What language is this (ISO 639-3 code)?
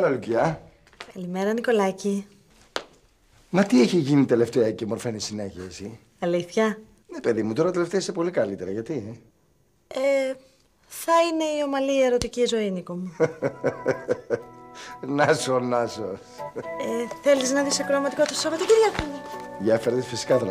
ell